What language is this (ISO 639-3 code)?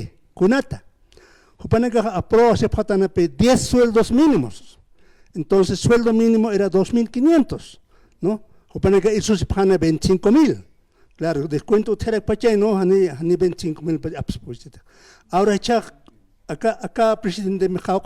aym